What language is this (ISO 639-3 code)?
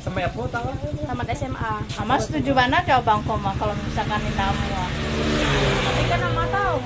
min